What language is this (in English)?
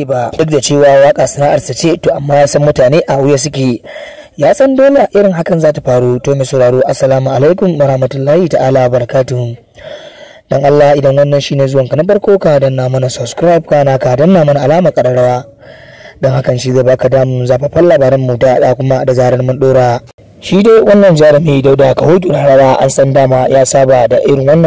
Hausa